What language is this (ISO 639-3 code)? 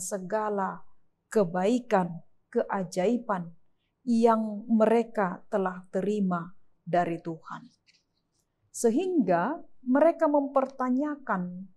ind